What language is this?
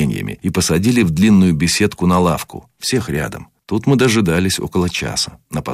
Russian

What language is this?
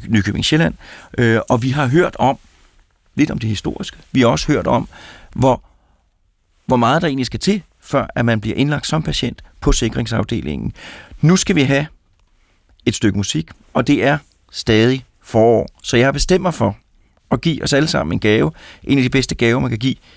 Danish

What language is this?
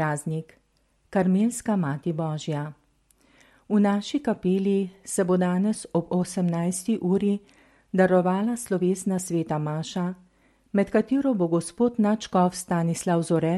Slovenian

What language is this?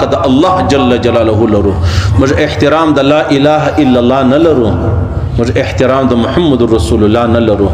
Pashto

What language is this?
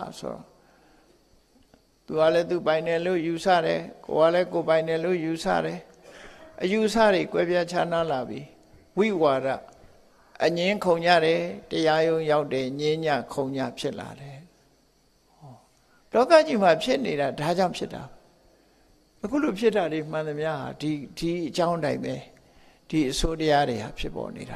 Burmese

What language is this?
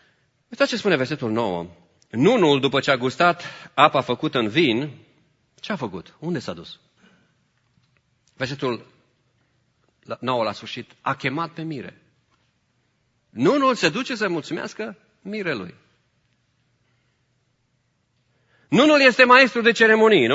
Romanian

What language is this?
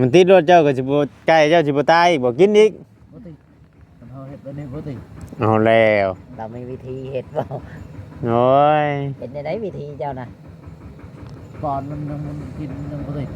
Northeastern Thai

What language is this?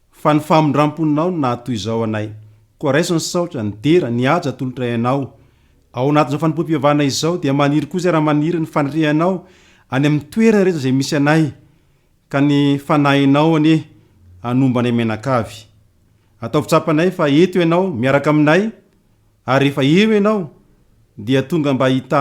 Malagasy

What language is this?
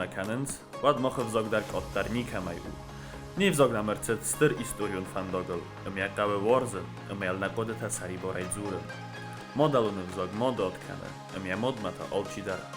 Ossetic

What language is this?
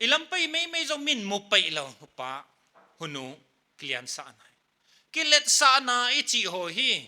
Paite Chin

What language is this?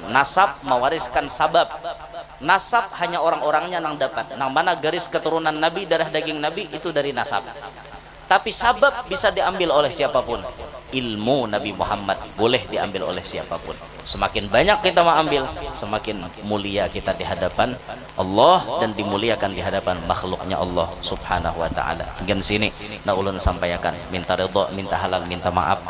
Banjar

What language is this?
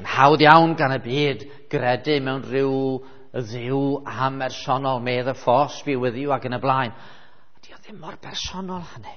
Welsh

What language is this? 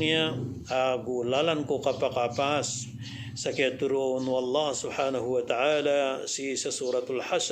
Maranao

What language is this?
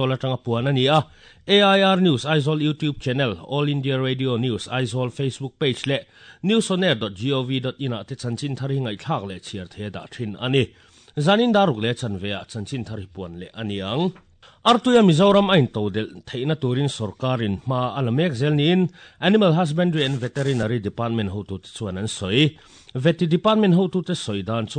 Mizo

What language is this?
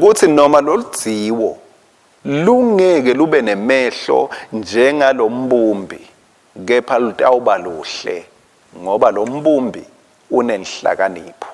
Swati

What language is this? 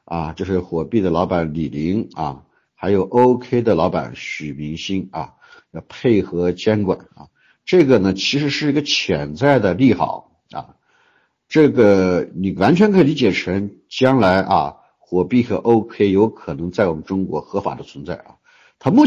Chinese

